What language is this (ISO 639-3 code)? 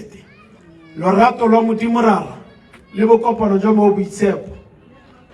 tsn